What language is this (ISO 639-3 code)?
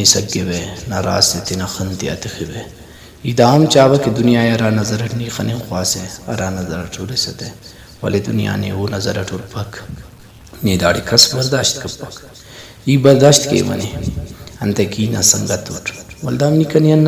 brh